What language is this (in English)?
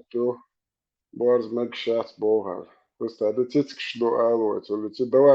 Chechen